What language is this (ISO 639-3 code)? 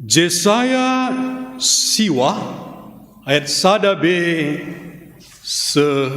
btx